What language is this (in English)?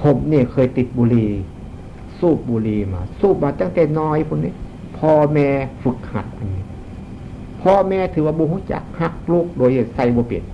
Northeastern Thai